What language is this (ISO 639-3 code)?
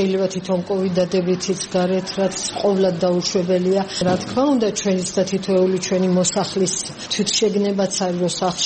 kat